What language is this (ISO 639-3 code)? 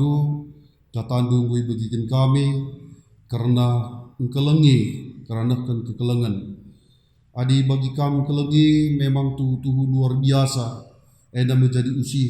btx